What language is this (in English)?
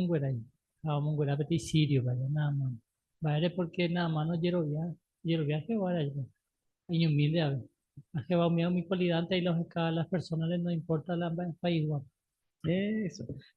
Guarani